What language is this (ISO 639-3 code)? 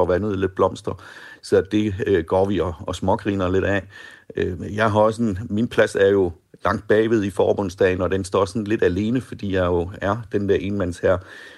dan